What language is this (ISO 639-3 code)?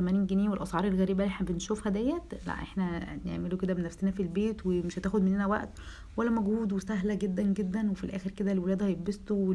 arz